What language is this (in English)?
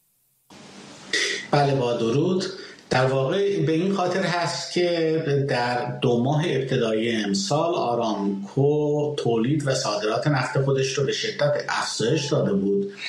Persian